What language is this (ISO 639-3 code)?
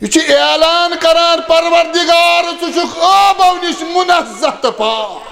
kas